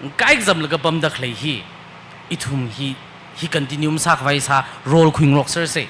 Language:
Tangkhul Naga (India)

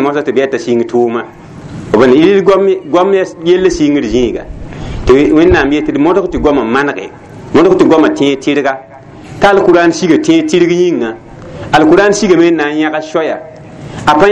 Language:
Mossi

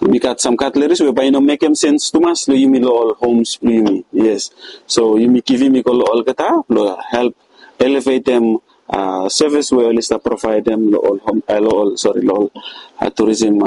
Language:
Bislama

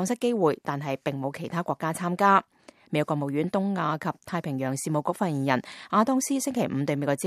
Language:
Cantonese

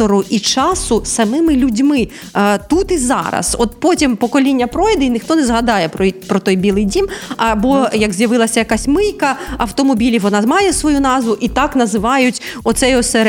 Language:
Ukrainian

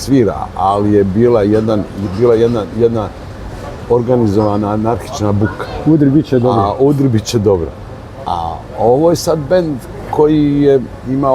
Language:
Bosnian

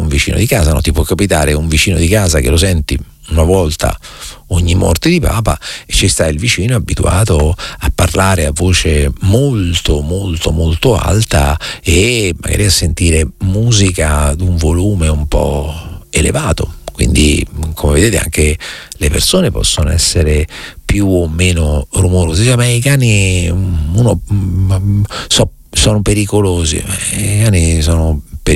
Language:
Italian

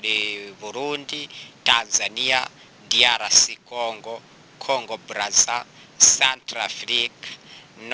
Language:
Kinyarwanda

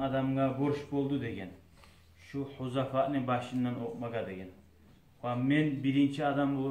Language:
Kumyk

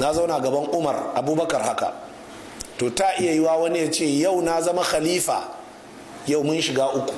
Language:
Hausa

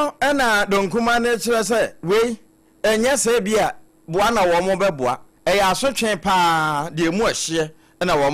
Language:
Akan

